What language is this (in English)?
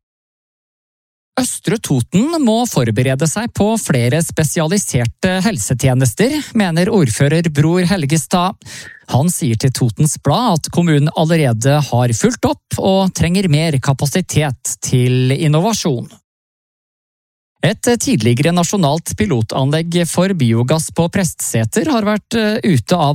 Norwegian